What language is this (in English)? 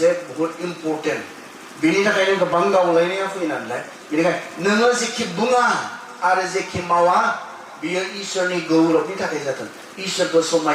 Bodo